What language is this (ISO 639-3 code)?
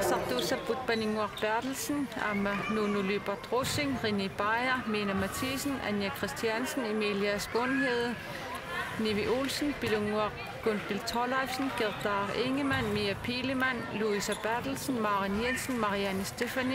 kal